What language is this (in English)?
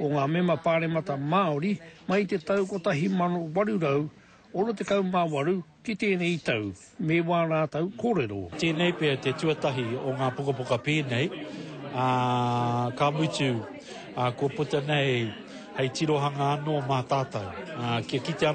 Māori